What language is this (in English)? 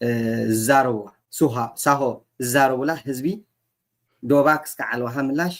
Tigrinya